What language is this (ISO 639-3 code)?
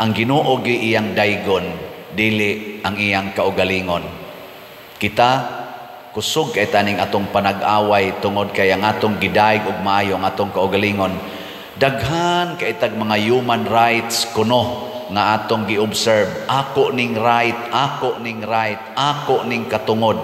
ceb